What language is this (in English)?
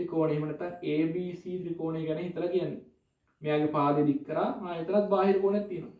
Sinhala